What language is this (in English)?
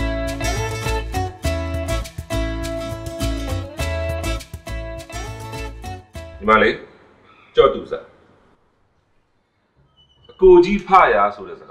Burmese